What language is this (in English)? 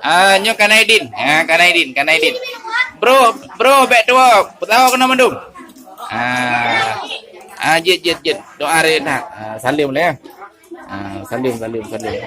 Achinese